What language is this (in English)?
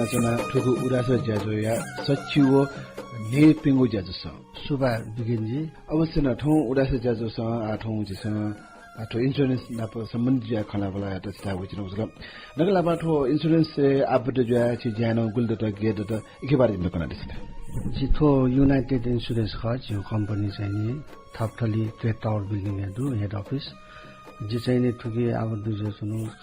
Newari